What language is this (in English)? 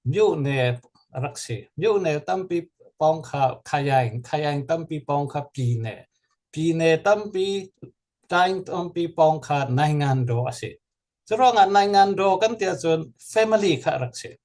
Falam Chin